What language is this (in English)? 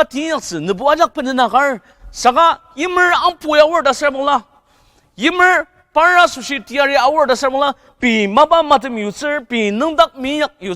Ao Naga